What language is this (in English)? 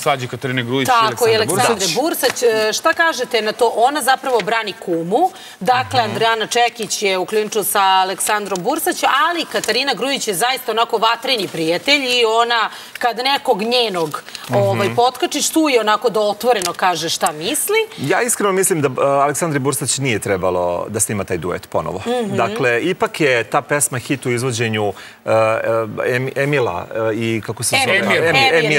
Serbian